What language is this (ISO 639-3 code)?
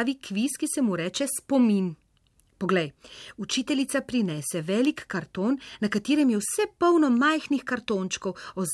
slv